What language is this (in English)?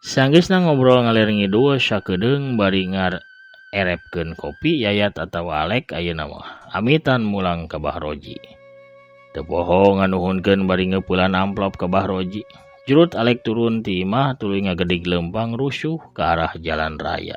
Sundanese